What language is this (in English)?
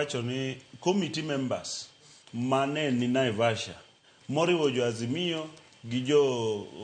Luo (Kenya and Tanzania)